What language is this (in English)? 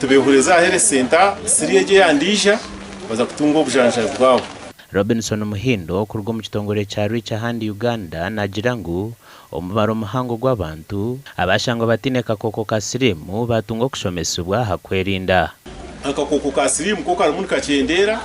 Nyankole